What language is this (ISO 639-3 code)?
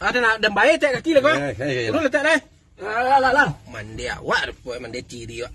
min